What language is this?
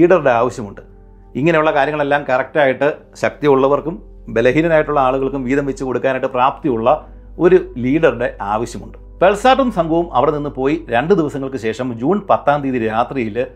Malayalam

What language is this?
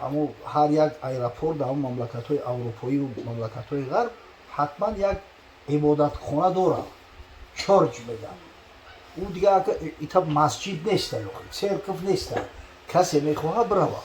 Tajik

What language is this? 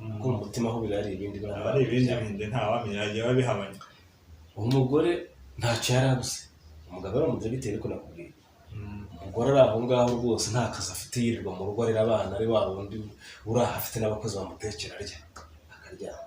Kinyarwanda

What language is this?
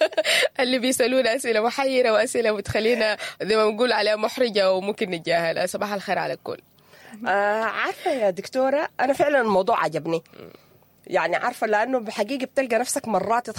Sudanese Arabic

